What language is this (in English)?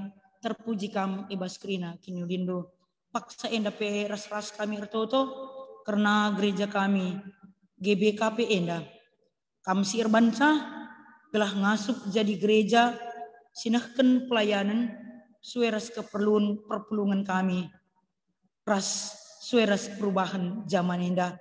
Batak Karo